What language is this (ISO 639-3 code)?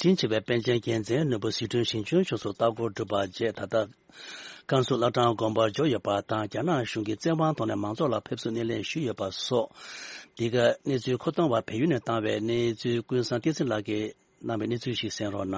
bod